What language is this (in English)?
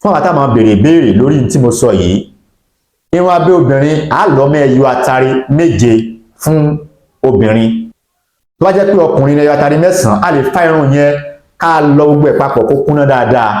Yoruba